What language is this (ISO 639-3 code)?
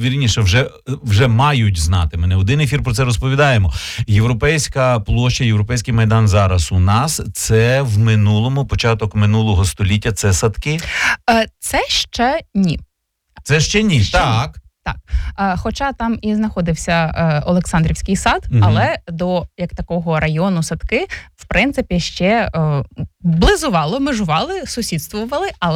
ukr